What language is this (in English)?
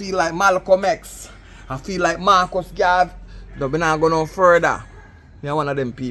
Jamaican Creole English